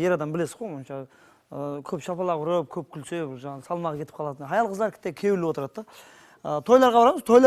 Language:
Kara-Kalpak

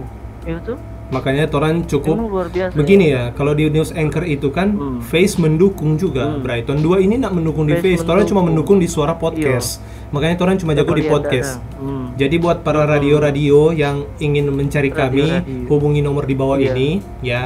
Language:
Manado Malay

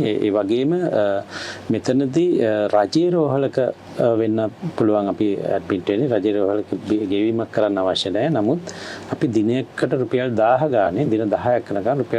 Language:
Sinhala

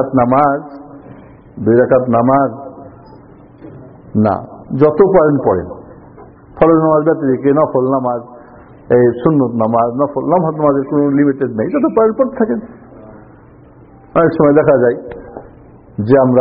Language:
Bangla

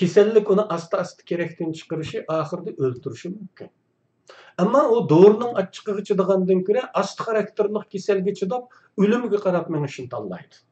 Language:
Uyghur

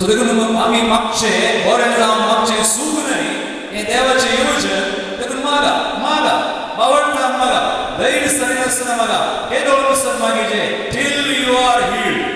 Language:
Konkani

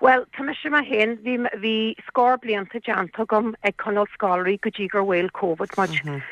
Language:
Irish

